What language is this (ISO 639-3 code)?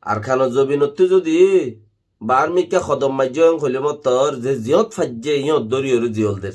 rhg